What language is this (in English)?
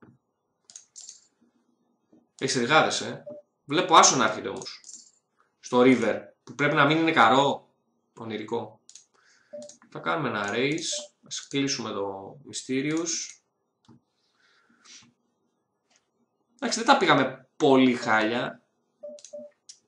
Greek